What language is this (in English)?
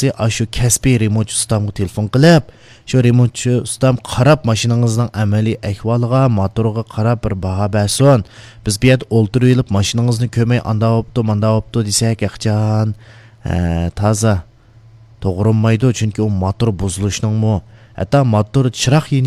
Uyghur